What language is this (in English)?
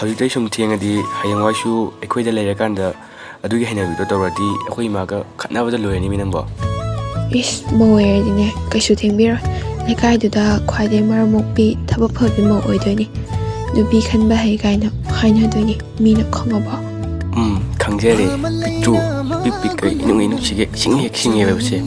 Manipuri